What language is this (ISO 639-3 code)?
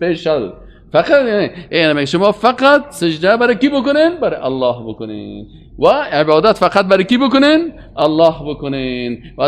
fas